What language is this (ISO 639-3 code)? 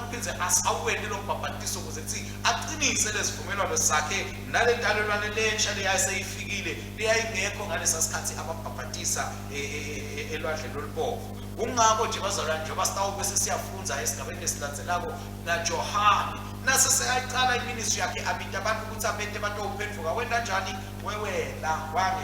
ssw